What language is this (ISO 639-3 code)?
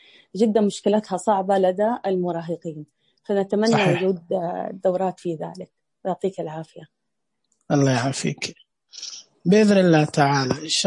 ars